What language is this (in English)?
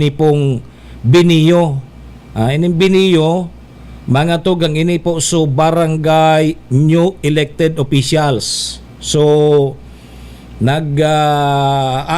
Bikol